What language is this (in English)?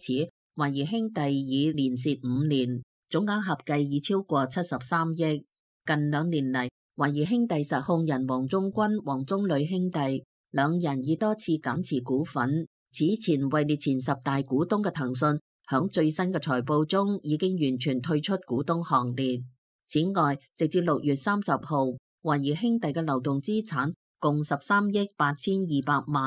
Cantonese